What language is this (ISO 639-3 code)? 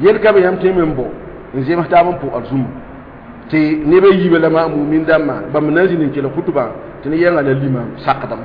mos